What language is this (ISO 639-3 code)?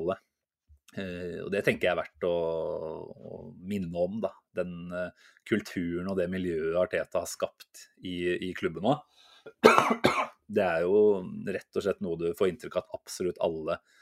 nor